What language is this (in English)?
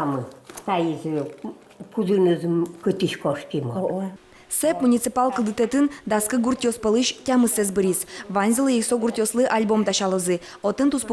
Udmurt